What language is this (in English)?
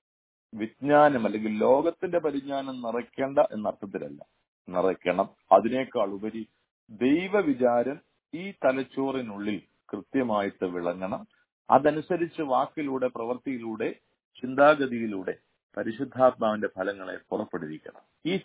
Malayalam